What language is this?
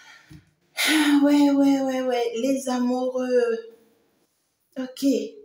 French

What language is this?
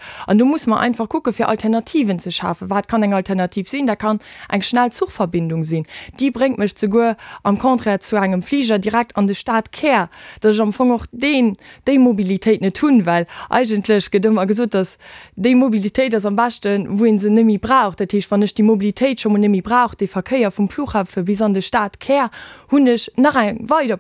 Luxembourgish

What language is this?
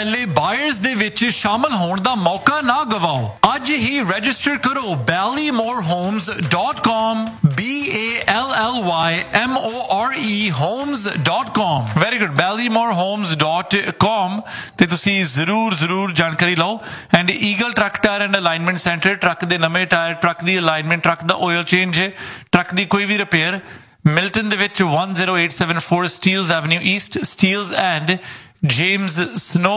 Punjabi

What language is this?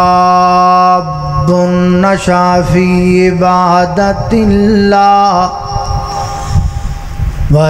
Urdu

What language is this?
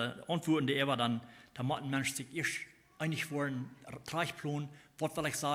Plautdietsch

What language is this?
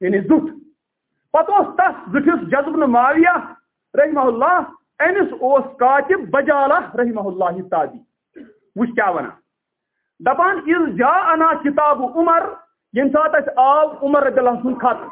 Kashmiri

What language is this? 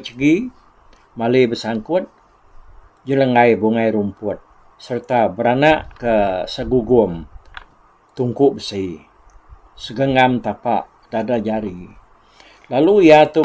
Iban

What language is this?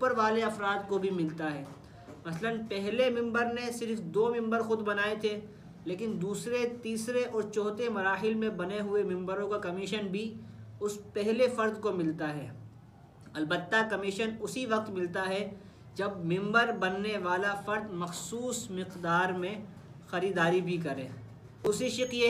Urdu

